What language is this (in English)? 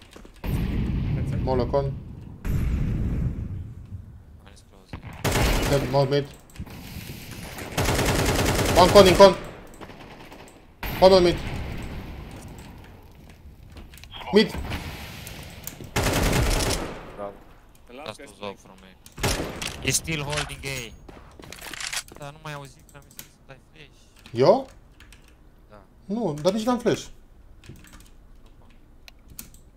Romanian